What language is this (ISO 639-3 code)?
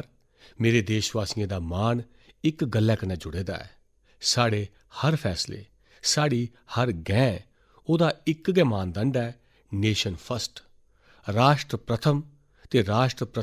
doi